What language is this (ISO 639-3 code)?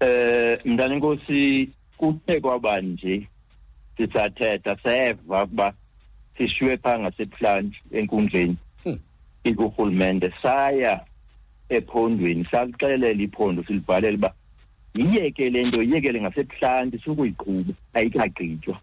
xho